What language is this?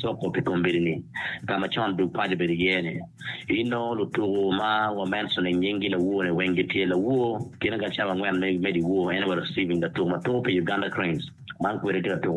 Acoli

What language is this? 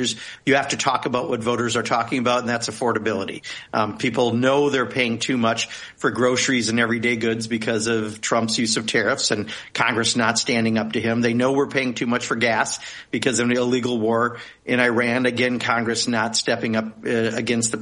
English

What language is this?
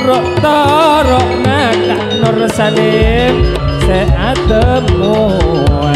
Madurese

